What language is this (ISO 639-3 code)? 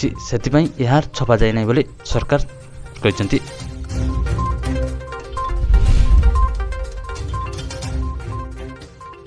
ori